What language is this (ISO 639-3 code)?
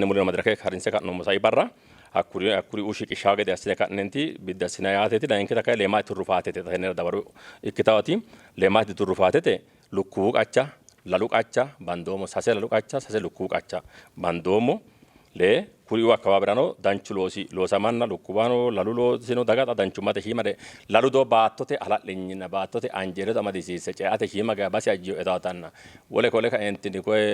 sid